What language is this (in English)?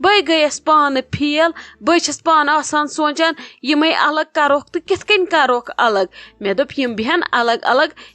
Kashmiri